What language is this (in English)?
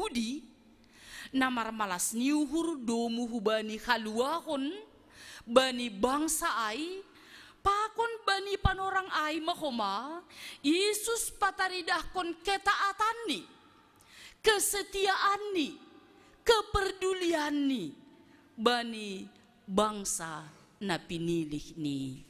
Batak Simalungun